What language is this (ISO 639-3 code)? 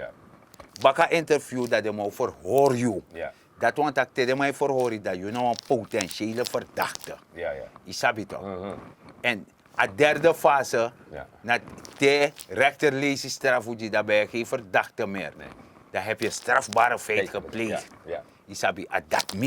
srn